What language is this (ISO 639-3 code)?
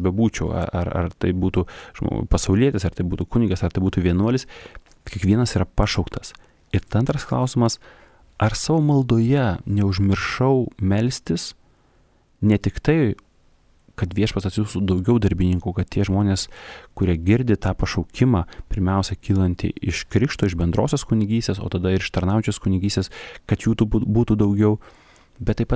lit